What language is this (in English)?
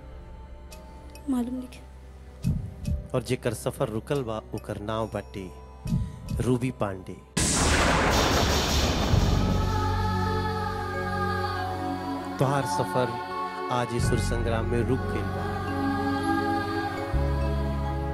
Bhojpuri